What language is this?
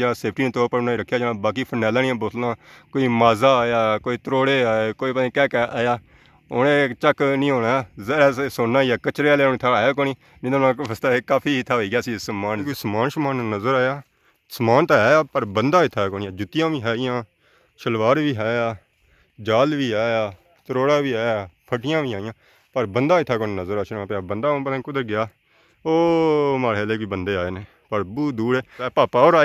Pahari-Potwari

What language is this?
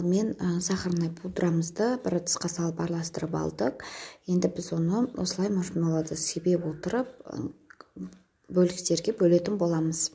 Kazakh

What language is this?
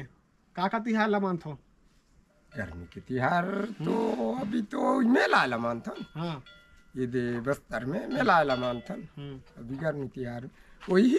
Chhattisgarhi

